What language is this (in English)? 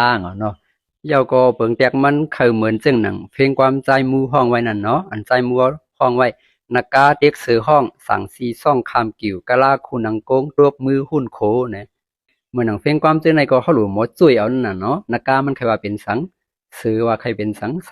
Shan